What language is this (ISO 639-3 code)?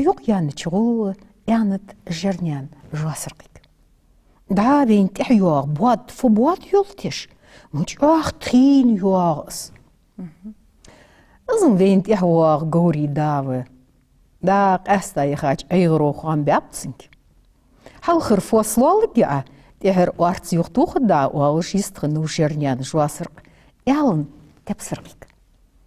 inh